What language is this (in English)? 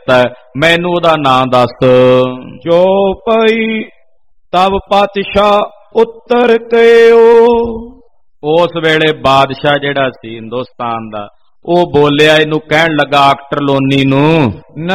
Punjabi